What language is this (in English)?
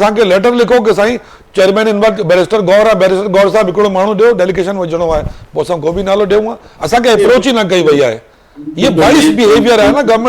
Sindhi